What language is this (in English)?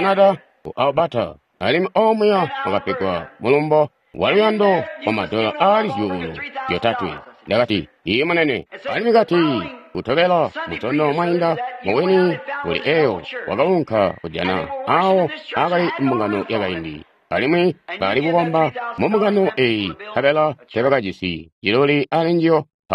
Tonga (Zambia)